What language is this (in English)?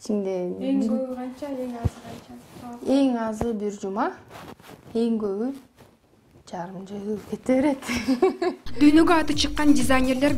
Kyrgyz